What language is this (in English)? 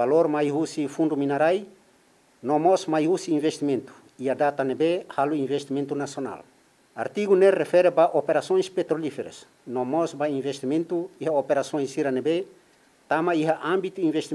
Tetum